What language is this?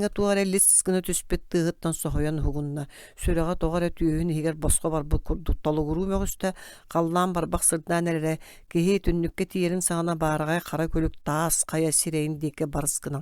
Yakut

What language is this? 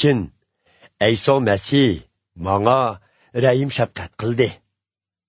Uyghur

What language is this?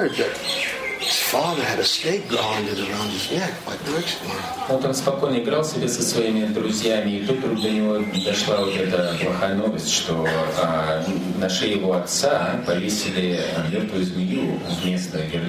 Russian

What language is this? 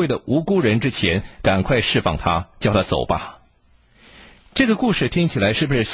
Chinese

